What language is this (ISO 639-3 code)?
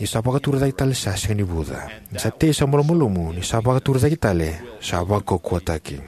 fij